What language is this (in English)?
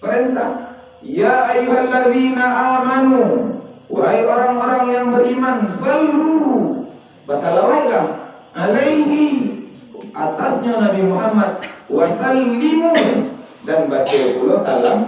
Minangkabau